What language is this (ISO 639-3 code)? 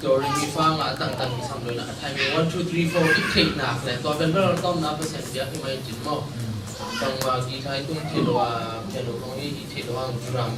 ctd